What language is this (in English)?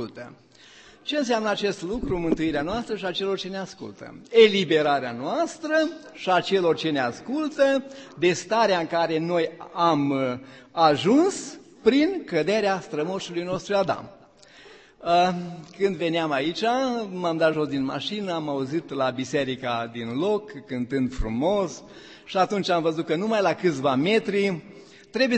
Romanian